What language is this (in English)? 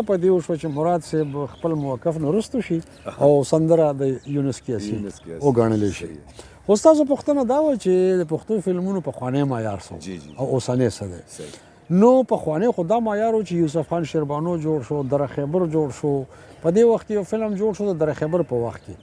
Pashto